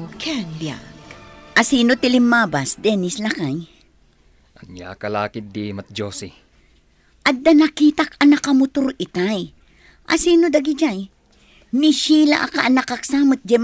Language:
Iloko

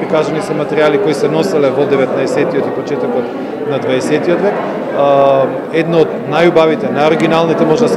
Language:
Macedonian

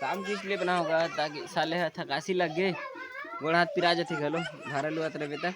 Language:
Chhattisgarhi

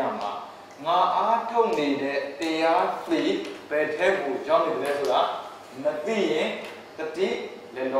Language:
Burmese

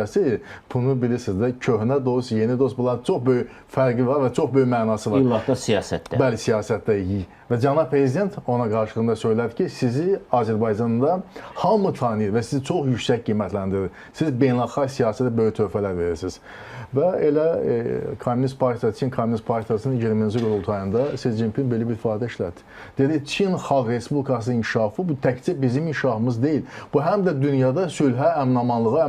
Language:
Azerbaijani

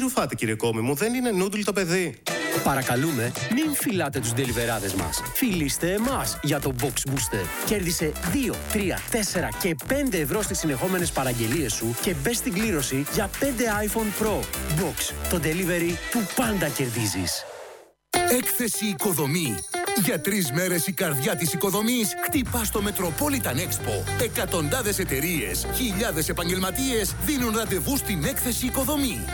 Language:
Greek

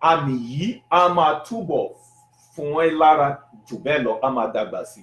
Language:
Yoruba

